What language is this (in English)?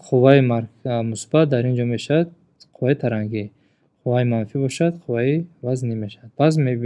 Tajik